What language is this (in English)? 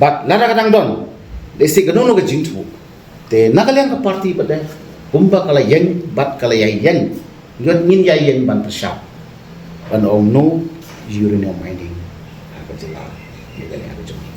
Khasi